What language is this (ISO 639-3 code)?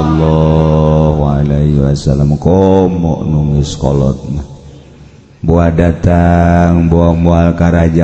sun